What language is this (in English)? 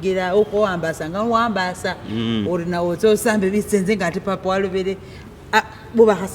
Masaaba